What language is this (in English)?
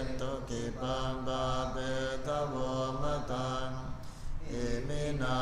Pali